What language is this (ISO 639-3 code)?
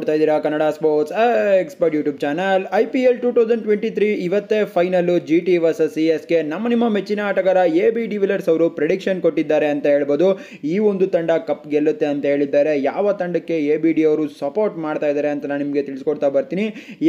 kan